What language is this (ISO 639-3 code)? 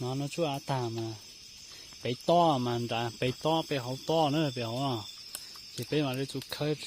hmn